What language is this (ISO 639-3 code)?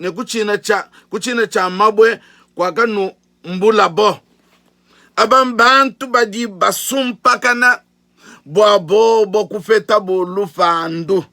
lua